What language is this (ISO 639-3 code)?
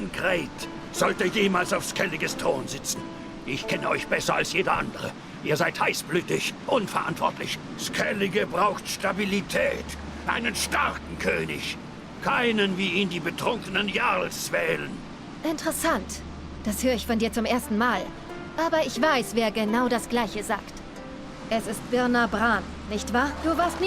gsw